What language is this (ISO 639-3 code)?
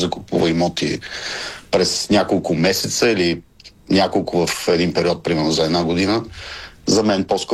bul